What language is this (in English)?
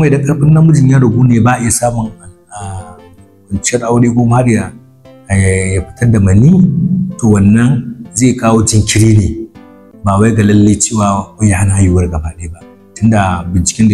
Hausa